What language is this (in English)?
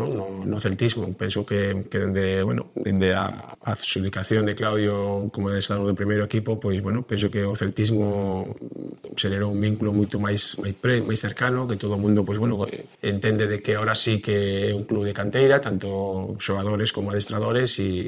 Galician